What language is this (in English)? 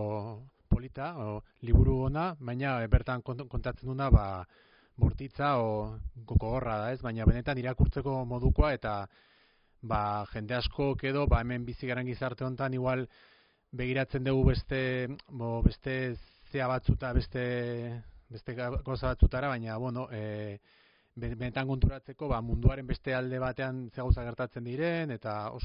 Basque